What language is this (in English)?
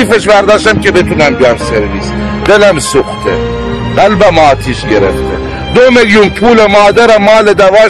Persian